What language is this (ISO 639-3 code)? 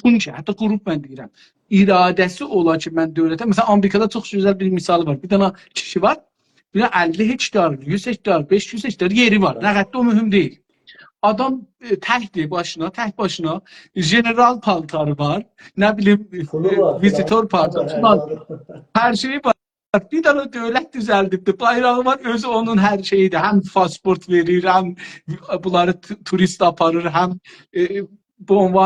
azb